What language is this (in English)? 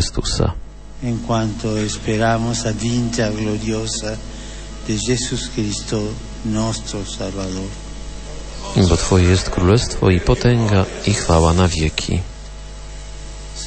Polish